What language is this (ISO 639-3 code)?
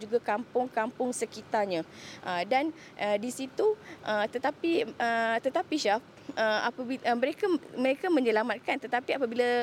msa